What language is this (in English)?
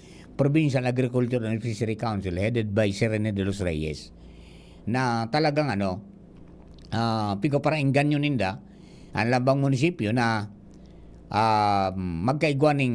Bikol